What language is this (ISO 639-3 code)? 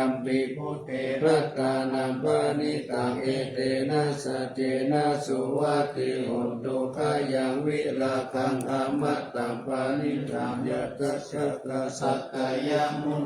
pli